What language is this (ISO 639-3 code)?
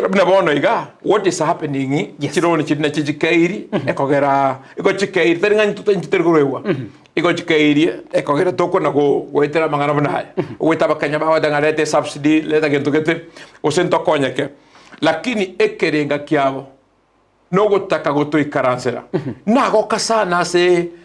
guz